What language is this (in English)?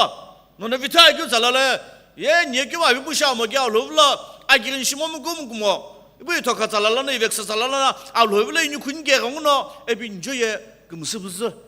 Sumi Naga